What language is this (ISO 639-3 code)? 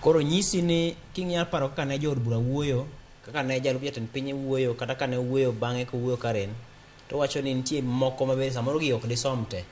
luo